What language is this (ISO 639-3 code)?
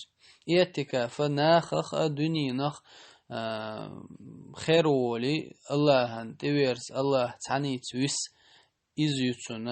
che